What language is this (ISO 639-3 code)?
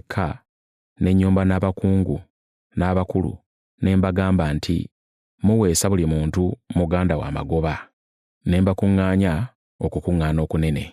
lug